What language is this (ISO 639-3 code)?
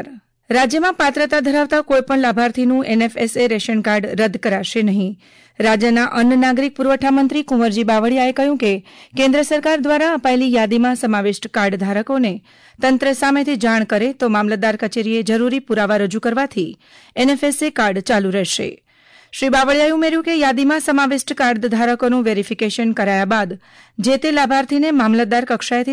guj